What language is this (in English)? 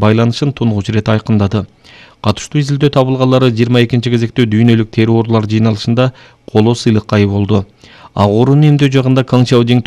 Kyrgyz